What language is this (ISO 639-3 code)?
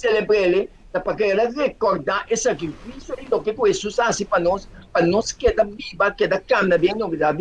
pap